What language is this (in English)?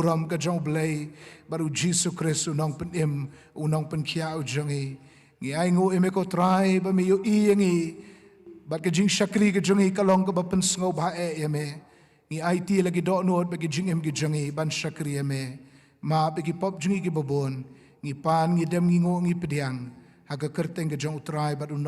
Khasi